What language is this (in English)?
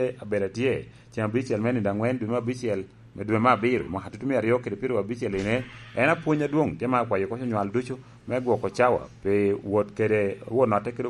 Lango (Uganda)